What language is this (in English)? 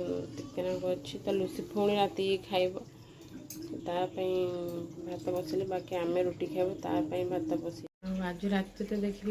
Odia